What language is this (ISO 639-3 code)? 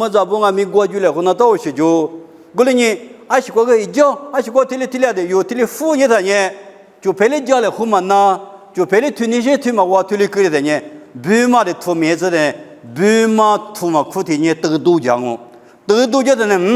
lis